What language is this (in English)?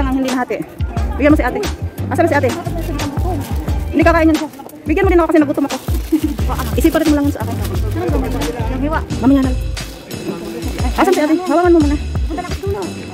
Filipino